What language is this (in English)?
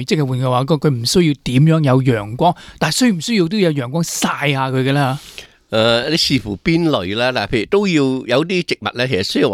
Cantonese